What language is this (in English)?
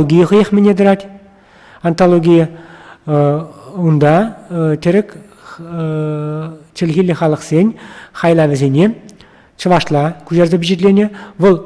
Chuvash